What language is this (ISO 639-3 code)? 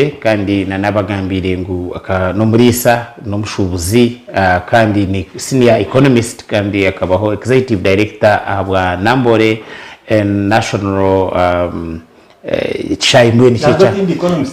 nyn